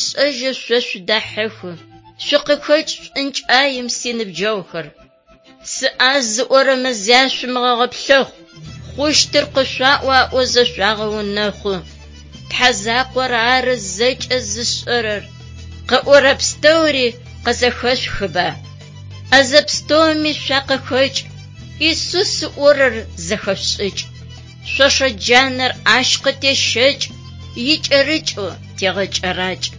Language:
Adyghe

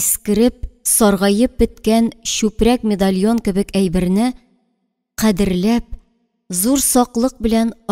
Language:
Tatar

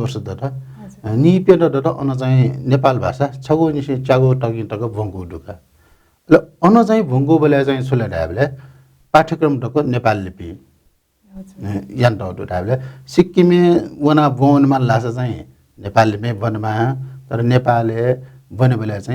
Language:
Newari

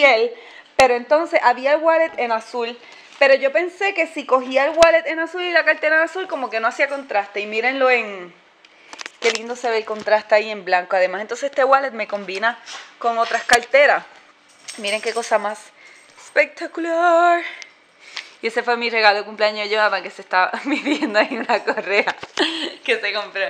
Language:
Spanish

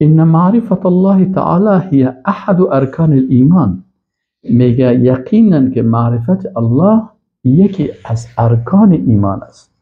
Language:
Persian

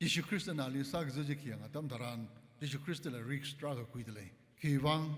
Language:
Tangkhul Naga (India)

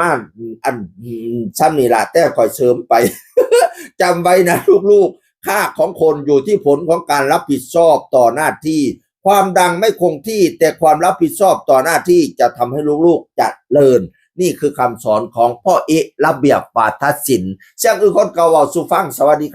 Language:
Northeastern Thai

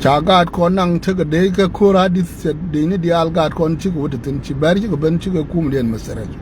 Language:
Nuer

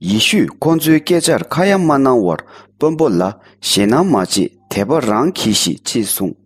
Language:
Tibetan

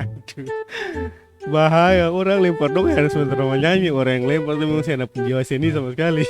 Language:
Ambonese Malay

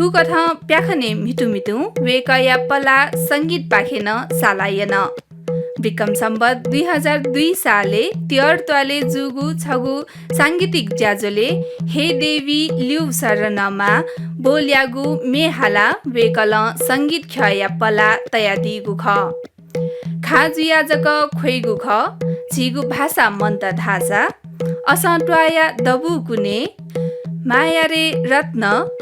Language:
Newari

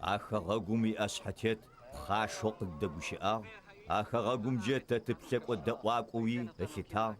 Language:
Adyghe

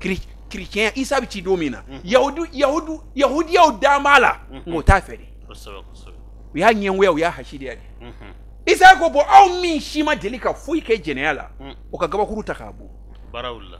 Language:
Bambara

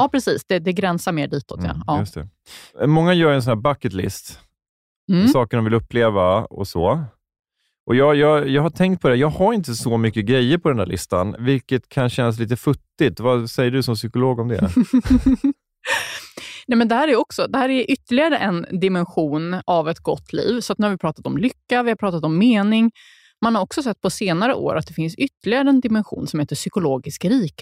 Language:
Swedish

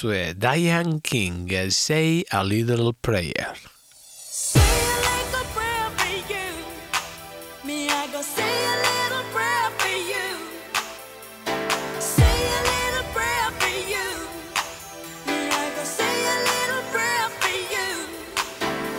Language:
Basque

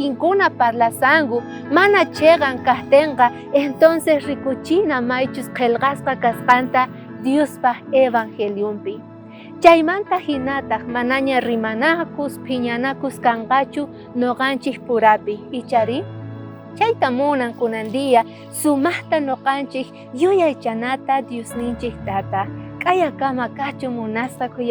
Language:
South Bolivian Quechua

